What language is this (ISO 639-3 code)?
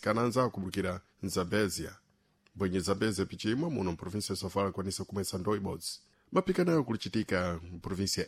seh